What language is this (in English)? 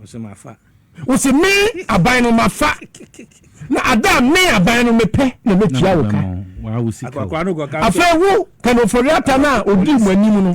Akan